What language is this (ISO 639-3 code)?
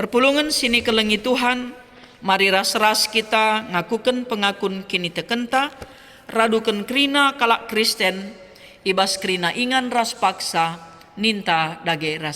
btx